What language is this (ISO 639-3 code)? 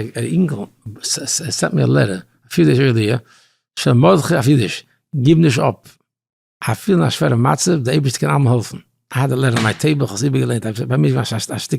yid